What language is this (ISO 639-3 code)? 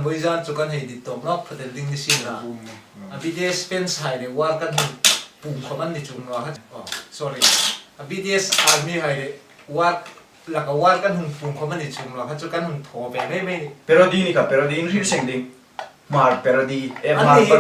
hmr